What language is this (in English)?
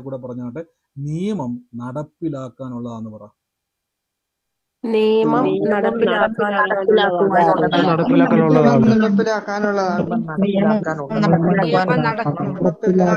Malayalam